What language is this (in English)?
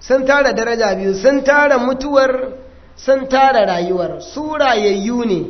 Hausa